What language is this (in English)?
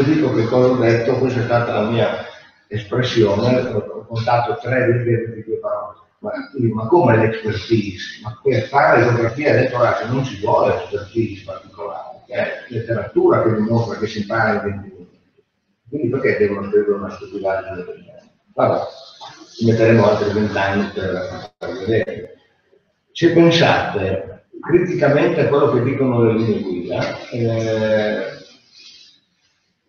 Italian